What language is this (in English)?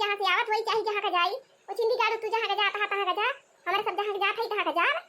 Awadhi